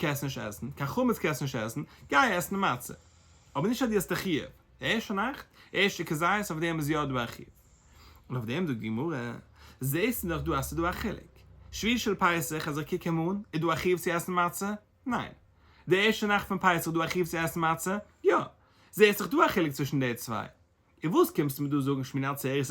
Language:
Yiddish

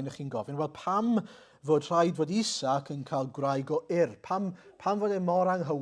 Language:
Welsh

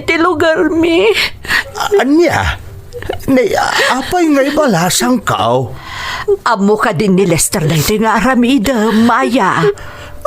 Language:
Iloko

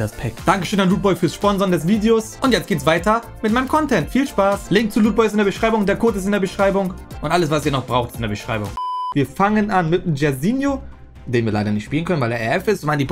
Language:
German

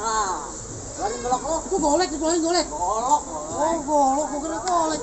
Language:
Betawi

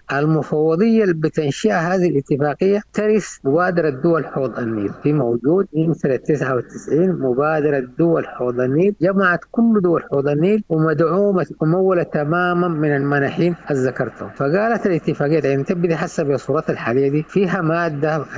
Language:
Sudanese Arabic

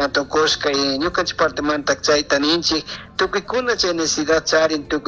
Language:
Chimborazo Highland Quichua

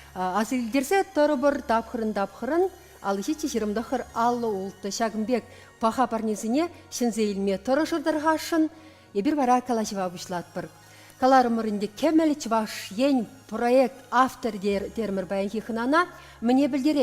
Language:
Chuvash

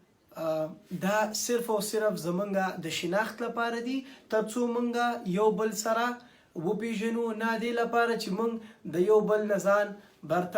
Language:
Pashto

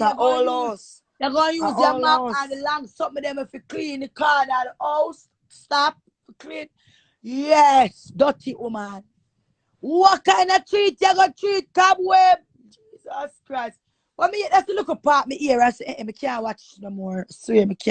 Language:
Jamaican Creole English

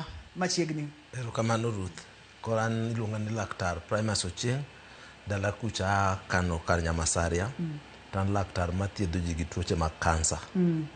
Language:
Luo (Kenya and Tanzania)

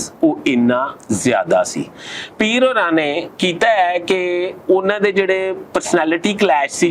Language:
Western Panjabi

